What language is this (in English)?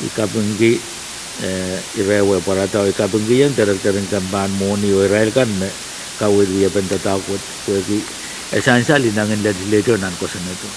Pohnpeian